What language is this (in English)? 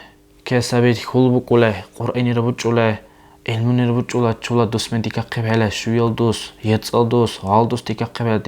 Dargwa